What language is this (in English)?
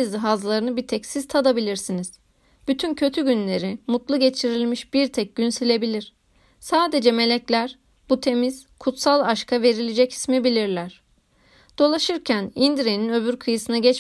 Turkish